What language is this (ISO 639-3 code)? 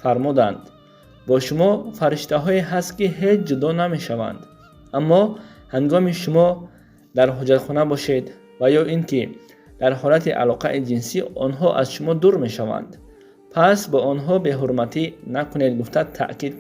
tgk